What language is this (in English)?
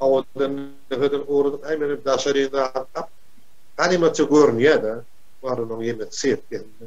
Turkmen